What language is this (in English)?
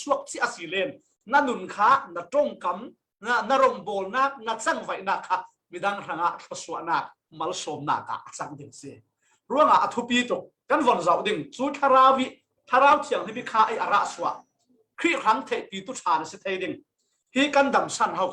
Falam Chin